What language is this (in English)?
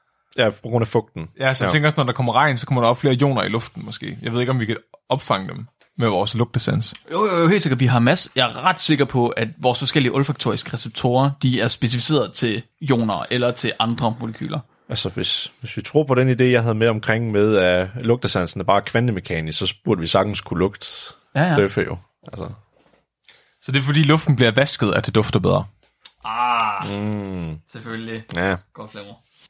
Danish